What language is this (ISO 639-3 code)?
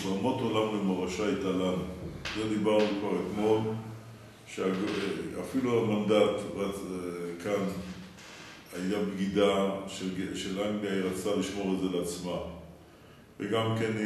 heb